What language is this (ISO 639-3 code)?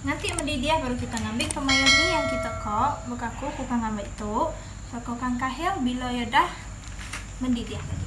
iba